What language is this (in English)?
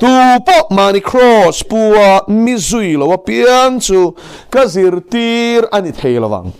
Mizo